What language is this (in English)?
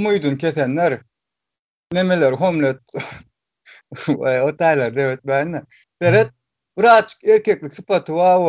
Turkmen